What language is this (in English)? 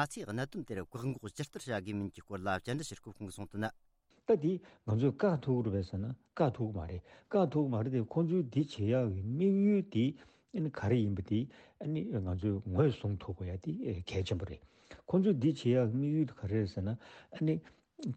Tibetan